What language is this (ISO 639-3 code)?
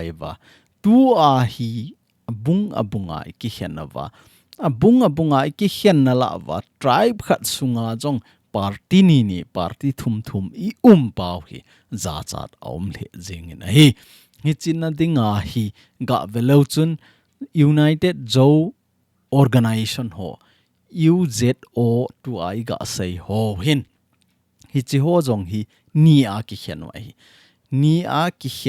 tcz